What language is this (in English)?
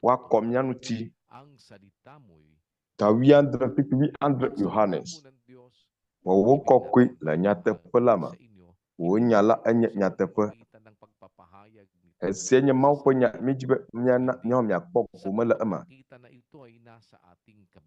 Ewe